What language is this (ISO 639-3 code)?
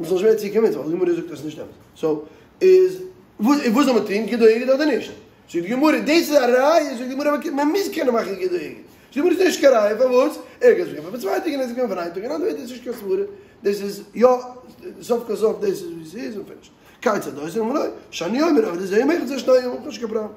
yid